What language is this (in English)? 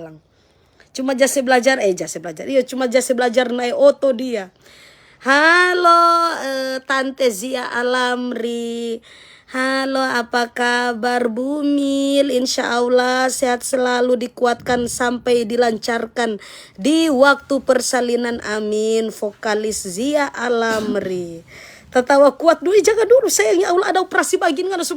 Manado Malay